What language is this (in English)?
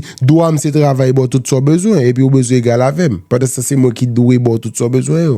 Haitian Creole